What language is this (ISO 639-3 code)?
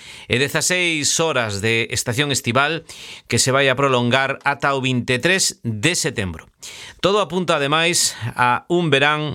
glg